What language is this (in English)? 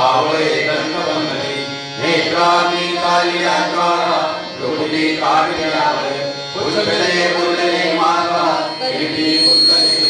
Marathi